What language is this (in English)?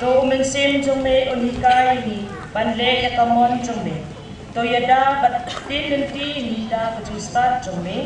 Khasi